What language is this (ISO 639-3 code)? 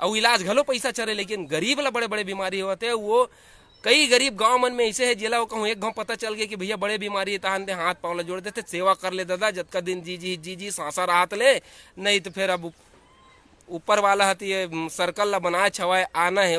hne